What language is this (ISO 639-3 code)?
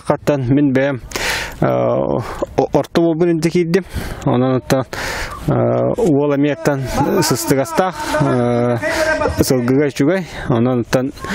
sah